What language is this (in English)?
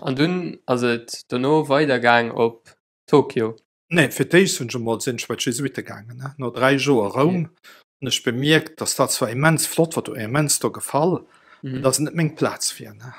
Luxembourgish